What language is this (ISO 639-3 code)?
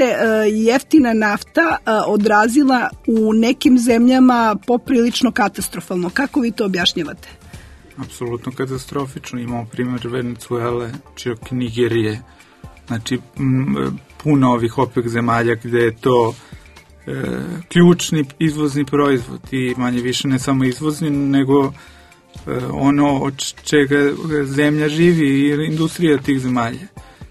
srp